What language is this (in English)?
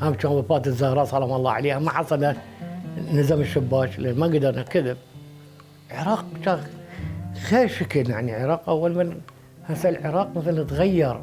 Mesopotamian Arabic